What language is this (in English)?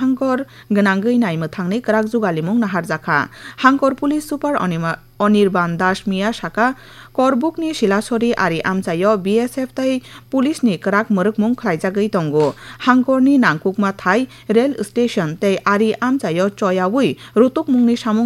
Kok Borok